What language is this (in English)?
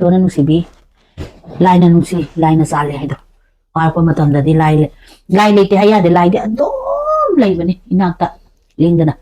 Manipuri